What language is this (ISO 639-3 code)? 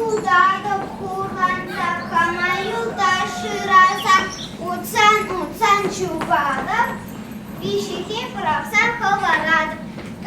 chv